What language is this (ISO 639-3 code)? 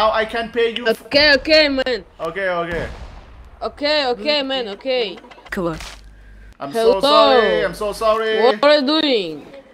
tha